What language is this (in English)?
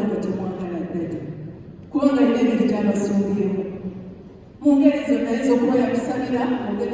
Ganda